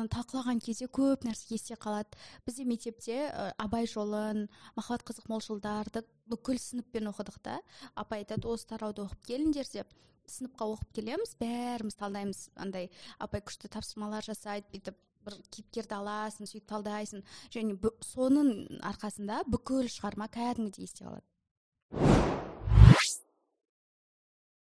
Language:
Kazakh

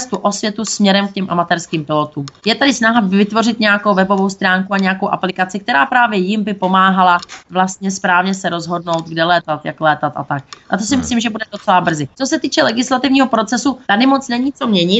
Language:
Czech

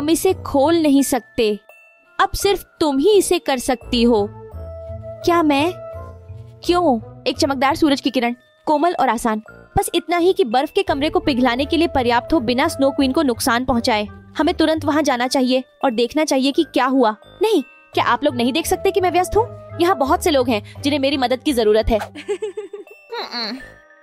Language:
Hindi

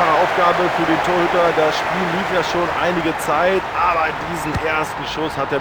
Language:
Bavarian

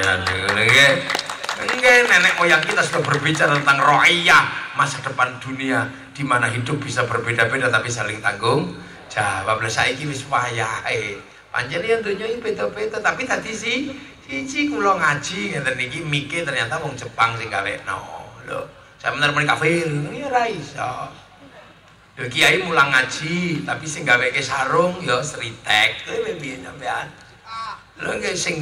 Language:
Javanese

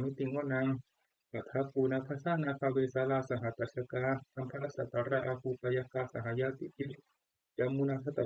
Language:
Pali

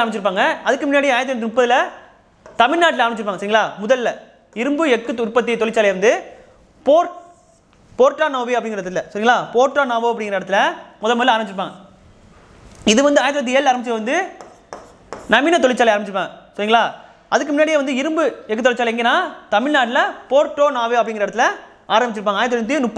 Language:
Tamil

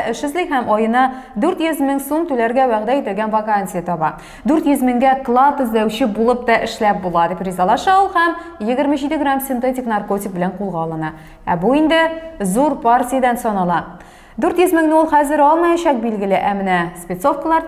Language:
Tatar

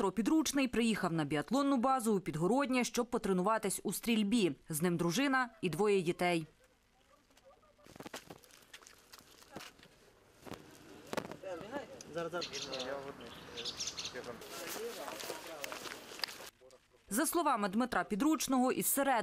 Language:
Ukrainian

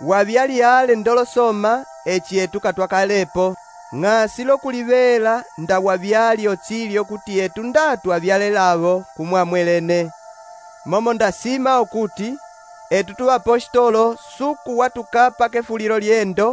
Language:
Umbundu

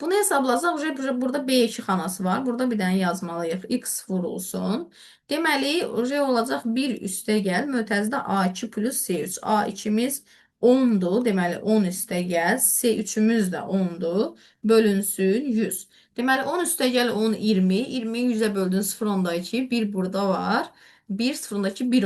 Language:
Azerbaijani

